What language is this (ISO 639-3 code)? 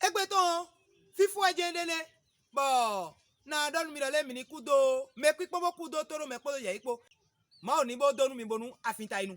fon